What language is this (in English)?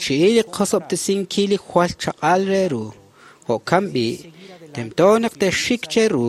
Kekchí